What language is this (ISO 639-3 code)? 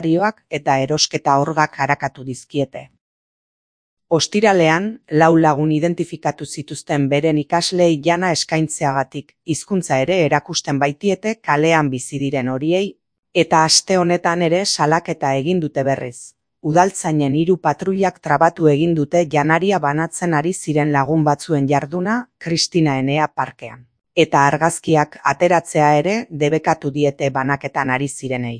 eus